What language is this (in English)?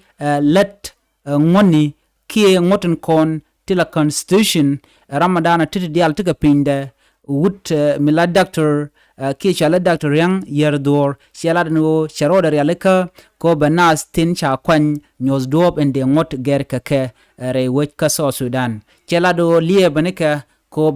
Nuer